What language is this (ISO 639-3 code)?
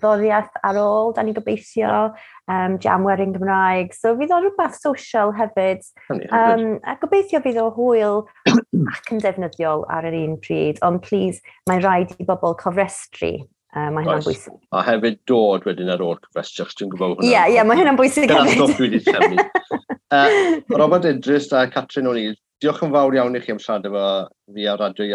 cym